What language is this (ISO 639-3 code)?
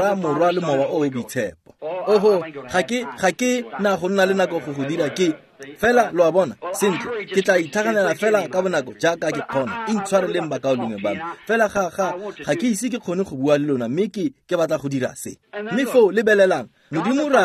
tsn